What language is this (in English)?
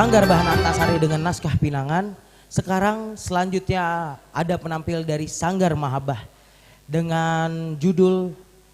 Banjar